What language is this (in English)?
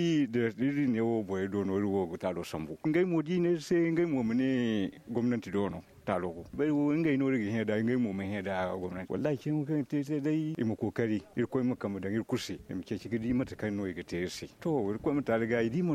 Zarma